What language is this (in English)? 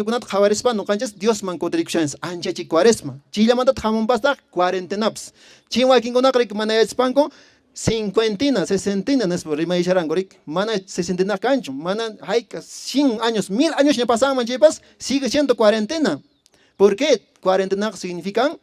Quechua